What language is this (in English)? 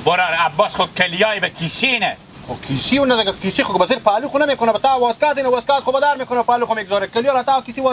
Hazaragi